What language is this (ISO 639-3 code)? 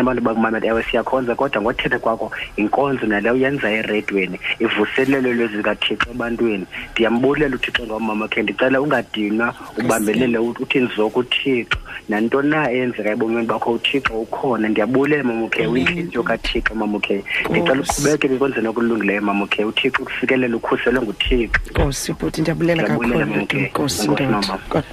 xho